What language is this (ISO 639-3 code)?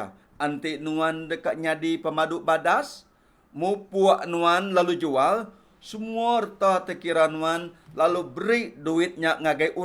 iba